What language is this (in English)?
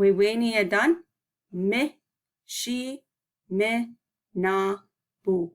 Chippewa